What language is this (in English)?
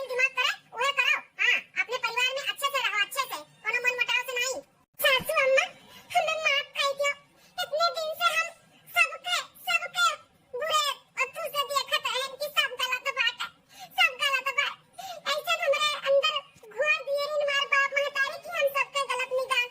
Awadhi